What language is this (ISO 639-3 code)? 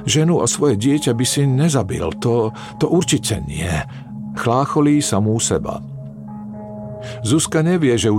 slk